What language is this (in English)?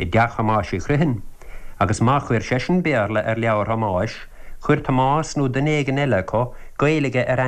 Irish